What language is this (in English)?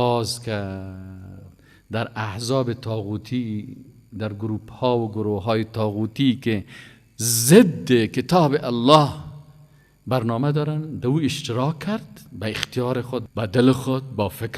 Persian